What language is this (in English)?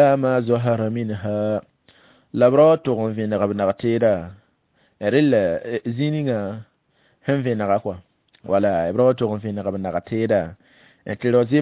Mossi